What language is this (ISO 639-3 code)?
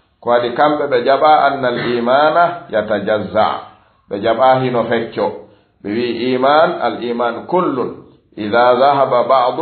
ful